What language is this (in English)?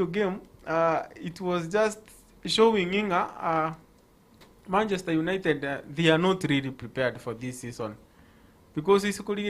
Gusii